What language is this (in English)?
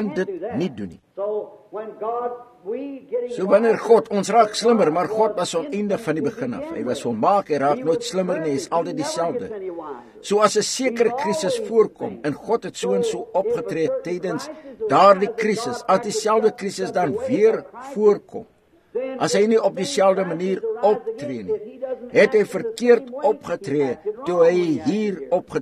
Afrikaans